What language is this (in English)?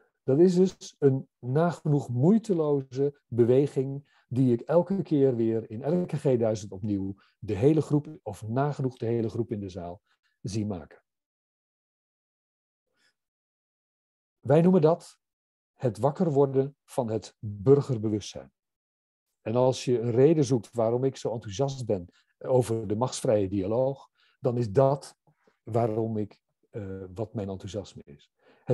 Dutch